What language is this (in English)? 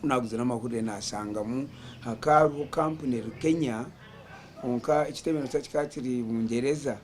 Nyankole